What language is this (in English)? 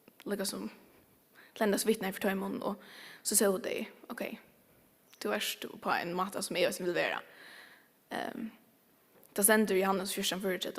Faroese